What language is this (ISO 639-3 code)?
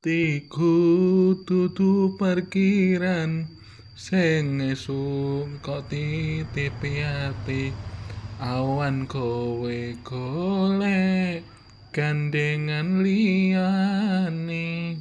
jav